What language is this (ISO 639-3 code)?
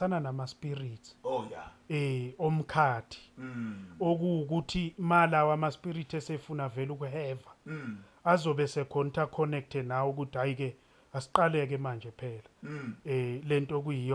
zul